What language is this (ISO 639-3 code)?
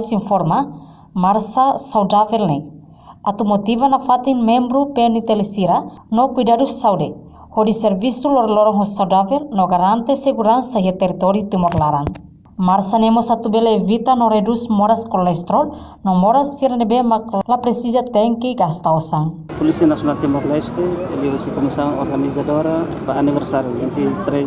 tet